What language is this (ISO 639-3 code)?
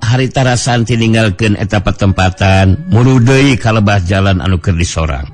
sun